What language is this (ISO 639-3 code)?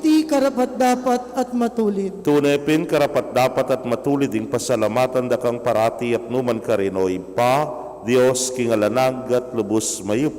pam